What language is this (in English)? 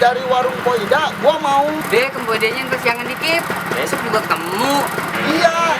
Betawi